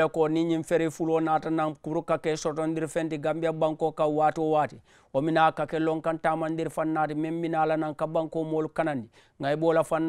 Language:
Mandingo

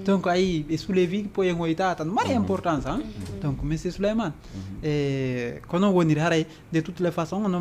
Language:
Fula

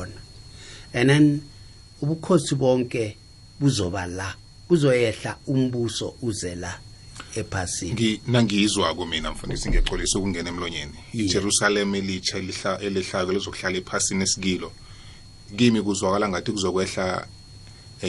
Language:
South Ndebele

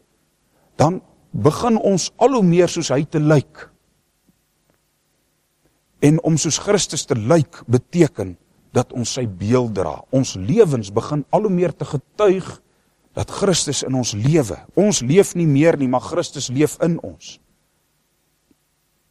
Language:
Afrikaans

